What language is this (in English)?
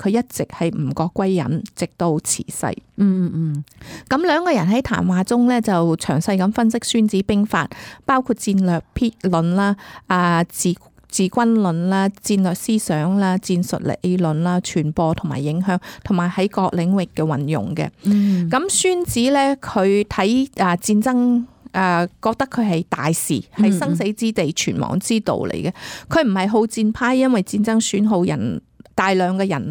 Cantonese